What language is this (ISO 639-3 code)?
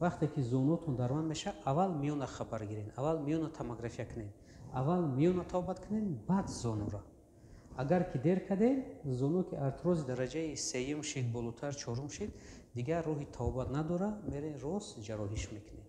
tgk